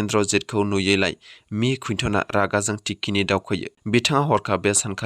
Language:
Bodo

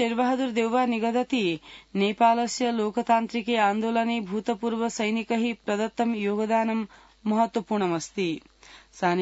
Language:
Sanskrit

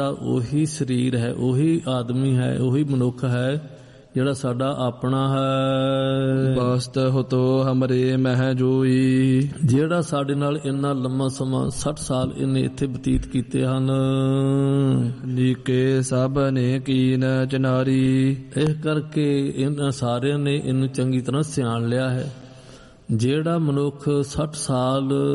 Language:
Punjabi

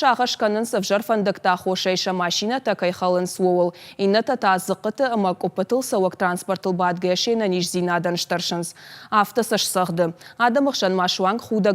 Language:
Ossetic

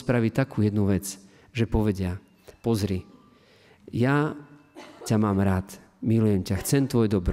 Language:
Slovak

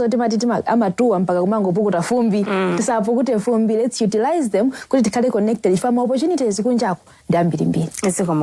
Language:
Nyanja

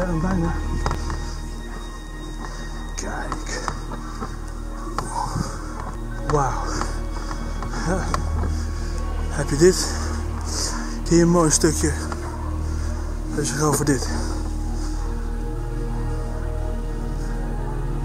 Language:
Dutch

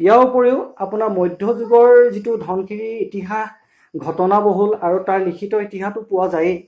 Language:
Assamese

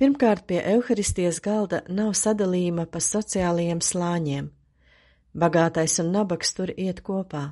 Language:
Latvian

